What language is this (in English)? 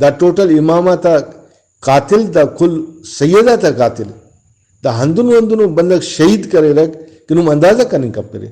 Brahui